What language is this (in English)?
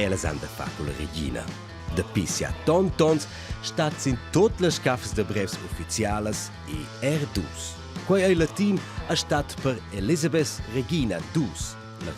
Romansh